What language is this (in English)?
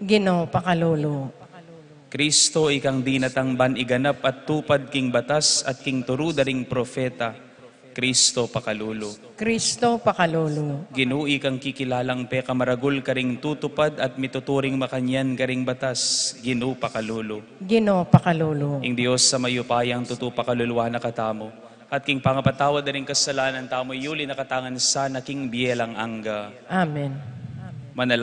Pampanga